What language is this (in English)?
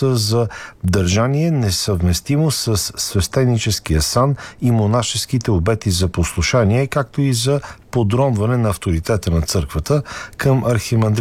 Bulgarian